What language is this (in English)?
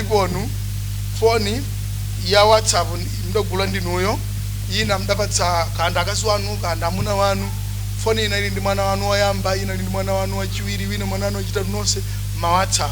Nyanja